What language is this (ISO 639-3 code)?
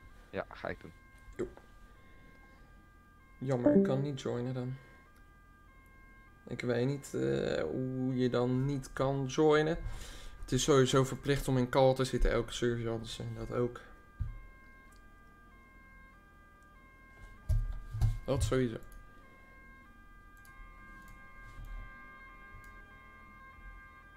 nld